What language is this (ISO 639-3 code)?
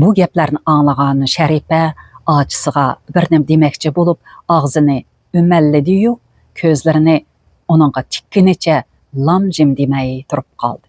uig